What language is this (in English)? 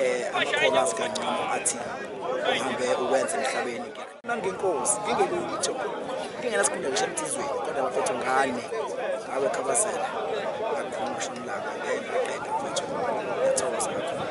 Zulu